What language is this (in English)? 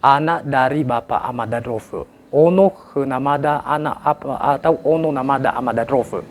Nias